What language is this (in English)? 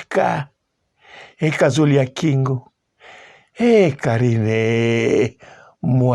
Lingala